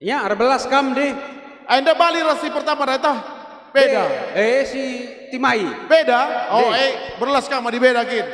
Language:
Batak Karo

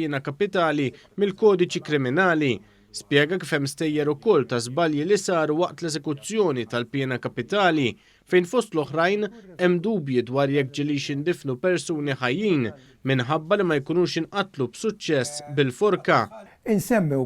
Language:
Maltese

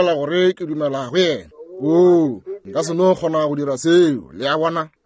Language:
Northern Sotho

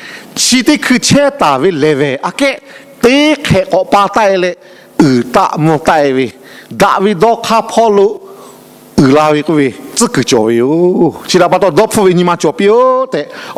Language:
Lahu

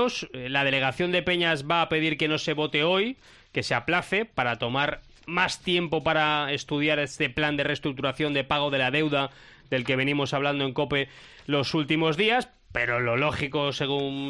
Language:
Spanish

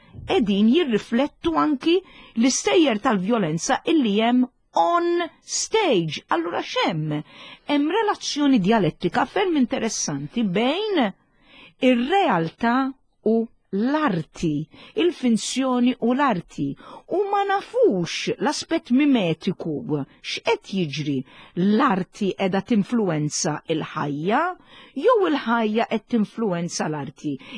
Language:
Maltese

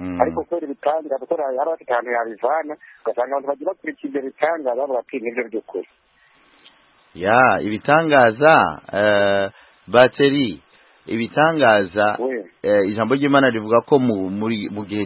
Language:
Kinyarwanda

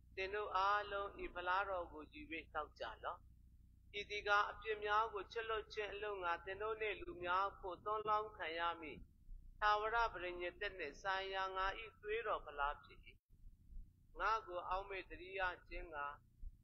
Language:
Burmese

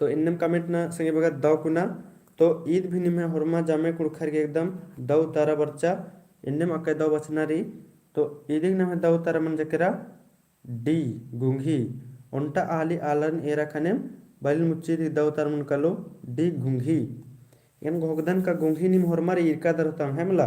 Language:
Kurukh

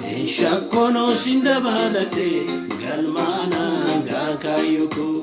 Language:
Oromo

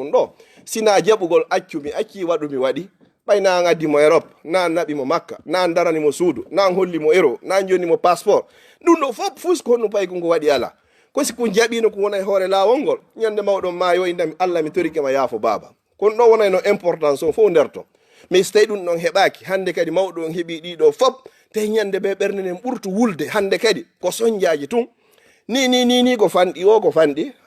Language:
Fula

